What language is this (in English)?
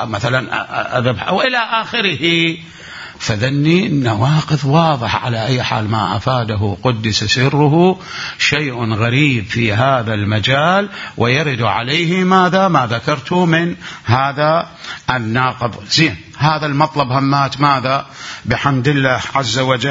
Mesopotamian Arabic